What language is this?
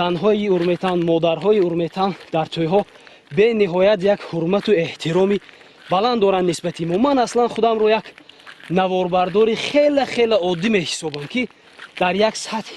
Tajik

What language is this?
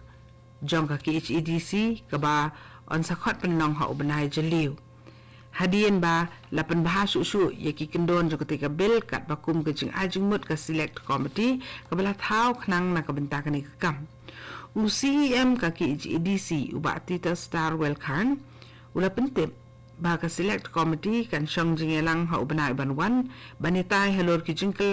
Khasi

